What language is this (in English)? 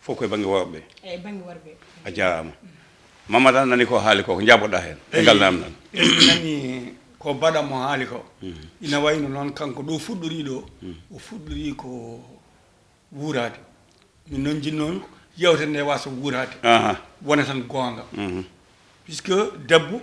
Fula